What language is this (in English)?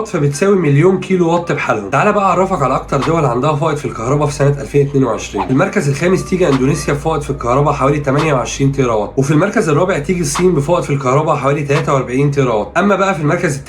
Egyptian Arabic